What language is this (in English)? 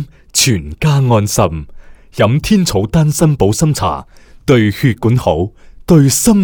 Cantonese